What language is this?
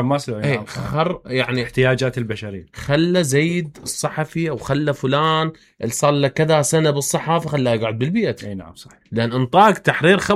Mesopotamian Arabic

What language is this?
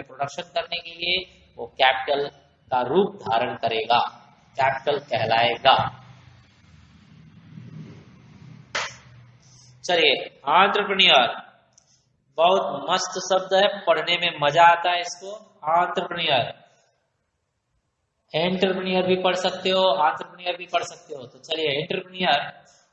Hindi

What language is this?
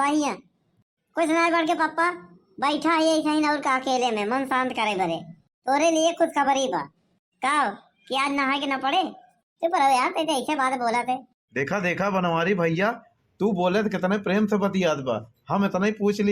Awadhi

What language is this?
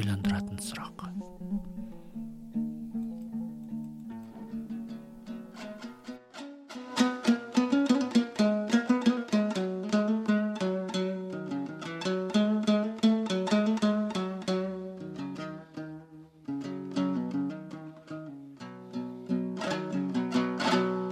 Kazakh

